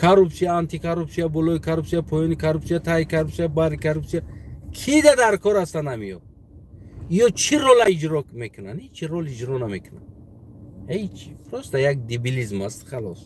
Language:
Tajik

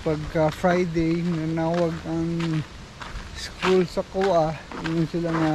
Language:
Cebuano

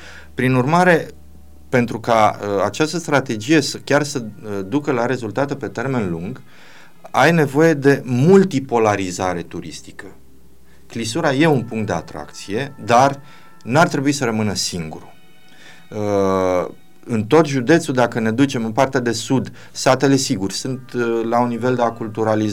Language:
Romanian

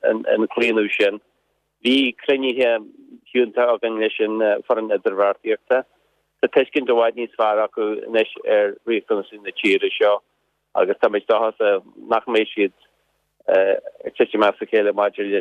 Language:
Irish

